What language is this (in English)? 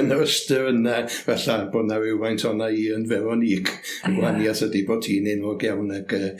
Welsh